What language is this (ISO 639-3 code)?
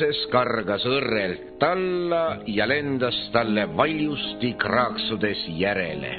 est